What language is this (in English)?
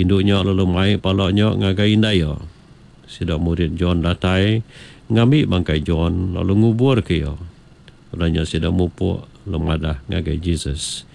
Iban